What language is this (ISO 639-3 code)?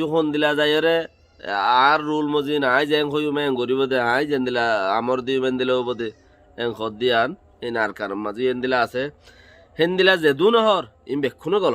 rhg